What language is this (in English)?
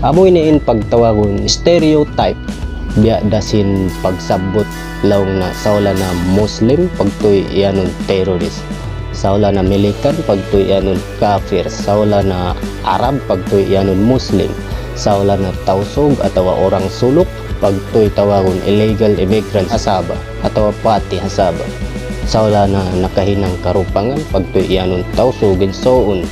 Tausug